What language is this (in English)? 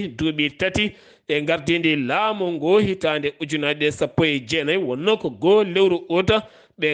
Fula